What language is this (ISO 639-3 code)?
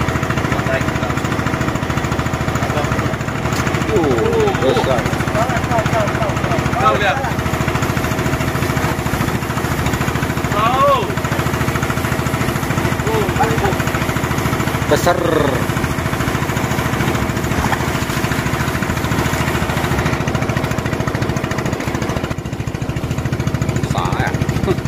msa